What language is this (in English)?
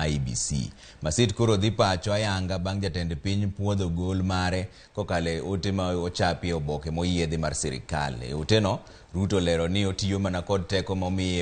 Luo (Kenya and Tanzania)